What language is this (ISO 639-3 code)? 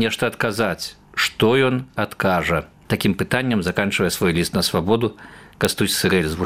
bel